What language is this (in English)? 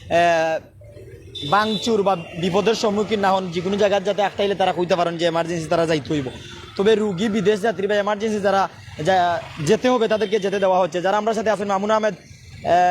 Sylheti